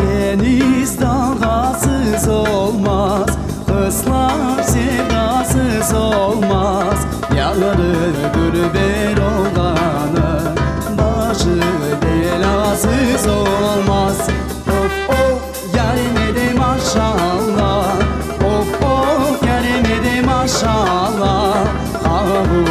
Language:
Crimean Tatar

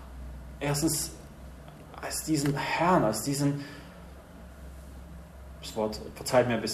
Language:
German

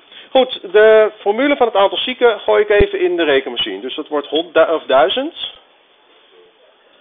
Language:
Dutch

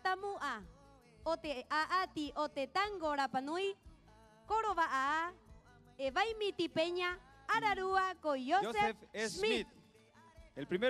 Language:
Rapanui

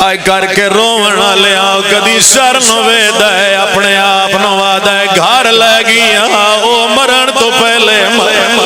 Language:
Pahari-Potwari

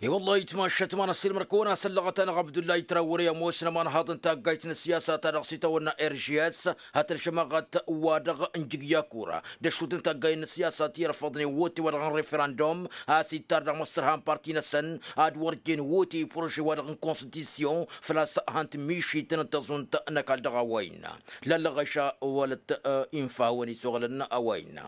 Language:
Tamasheq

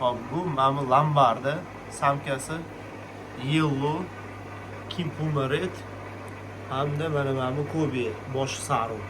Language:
Uzbek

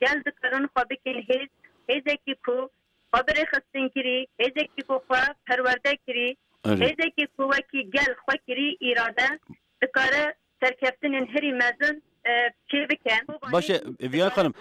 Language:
Kurdish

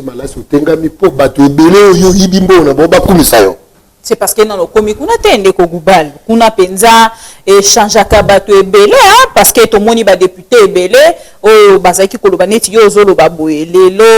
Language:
Lingala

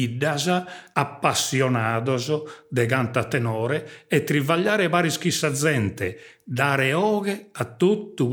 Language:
Sardinian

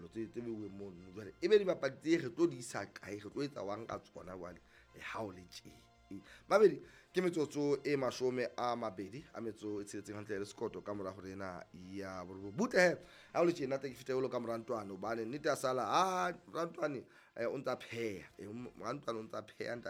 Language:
Southern Sotho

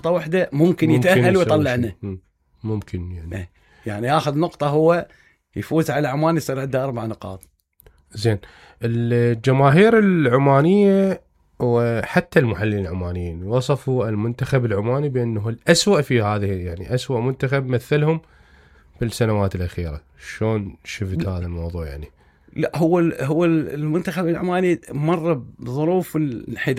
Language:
Mesopotamian Arabic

